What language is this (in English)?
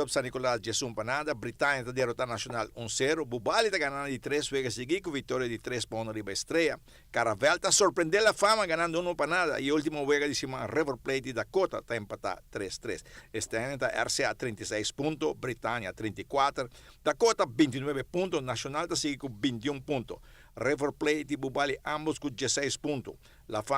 Papiamento